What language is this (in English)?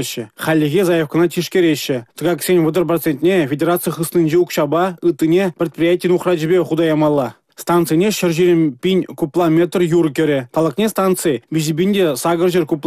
Chuvash